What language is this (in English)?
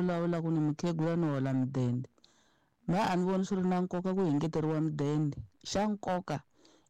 Tsonga